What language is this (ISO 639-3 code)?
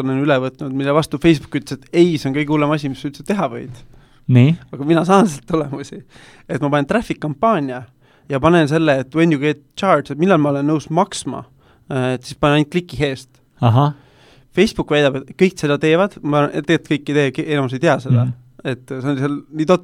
est